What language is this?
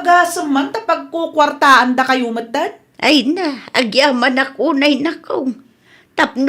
Iloko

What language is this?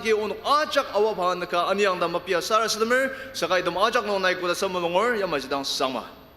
Ao Naga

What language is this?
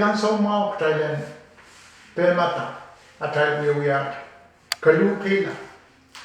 Pohnpeian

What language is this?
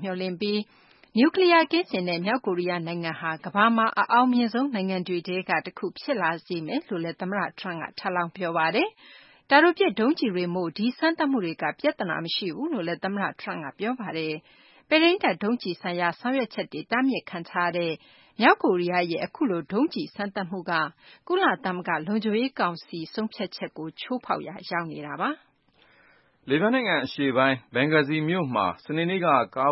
Burmese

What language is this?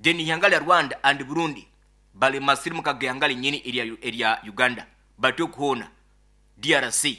Nyoro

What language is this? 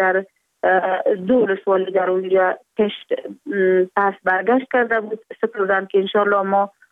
Persian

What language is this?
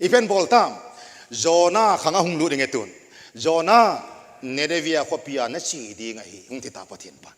Thado Chin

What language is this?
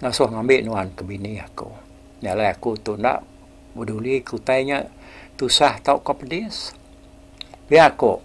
Iban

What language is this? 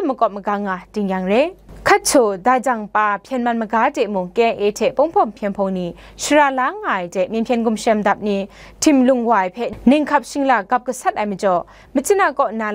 Kachin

